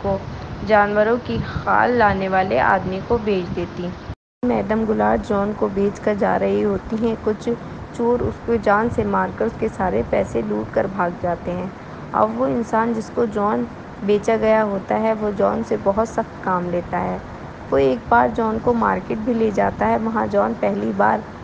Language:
Urdu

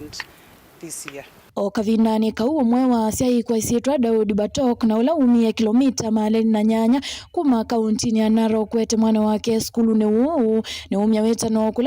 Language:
Kamba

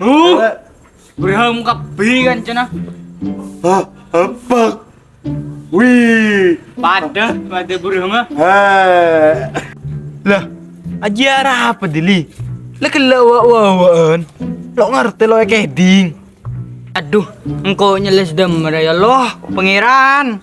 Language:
Madurese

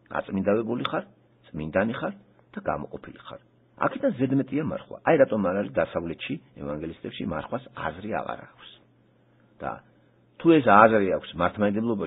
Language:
Georgian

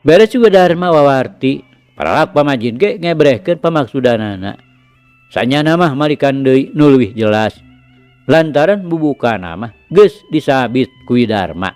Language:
Sundanese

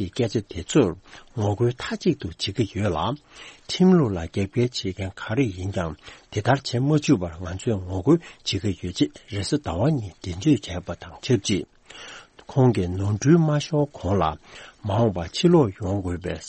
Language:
Tibetan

